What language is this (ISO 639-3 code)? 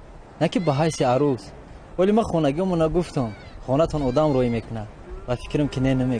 tgk